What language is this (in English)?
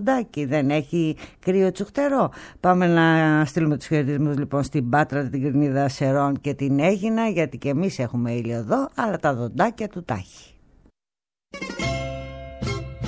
Greek